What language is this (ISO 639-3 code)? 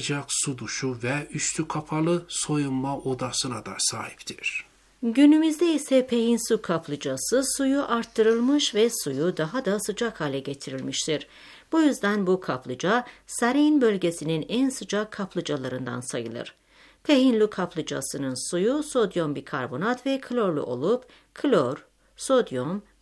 tur